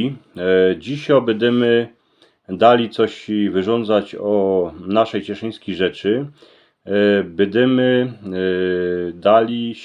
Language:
Silesian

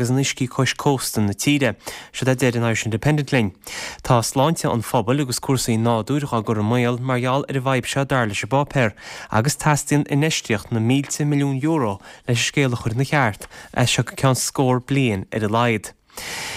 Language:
Irish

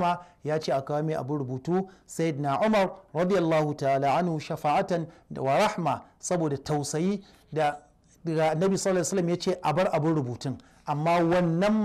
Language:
Hausa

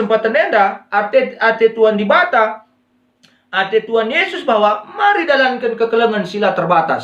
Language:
Batak Karo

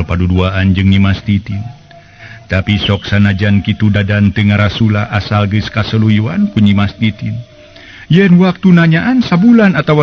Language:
Sundanese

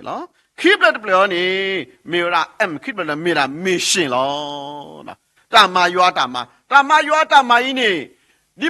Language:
S'gaw Karen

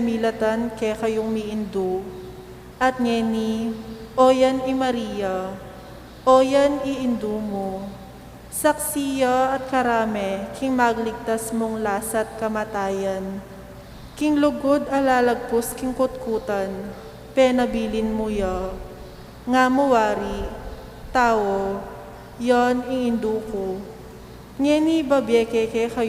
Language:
Pampanga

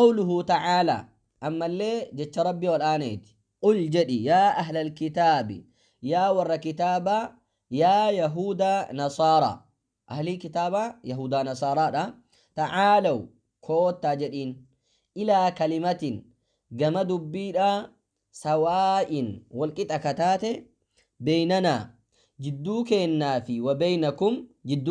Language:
Oromo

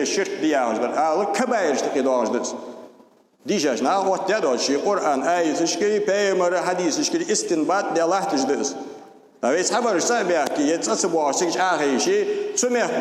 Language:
Ingush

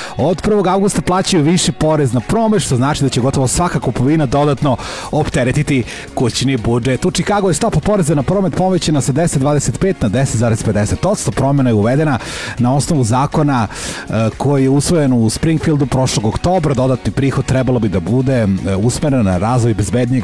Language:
Serbian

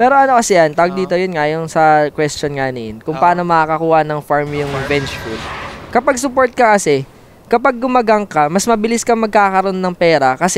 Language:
Filipino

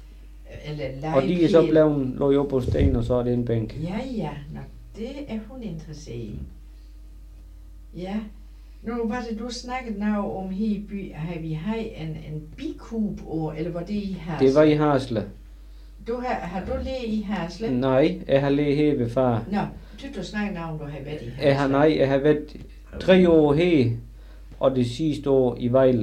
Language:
Danish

